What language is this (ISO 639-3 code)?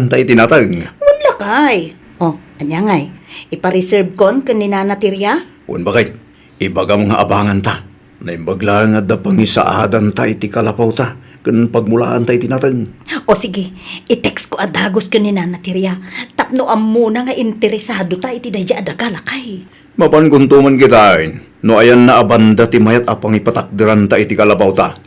ilo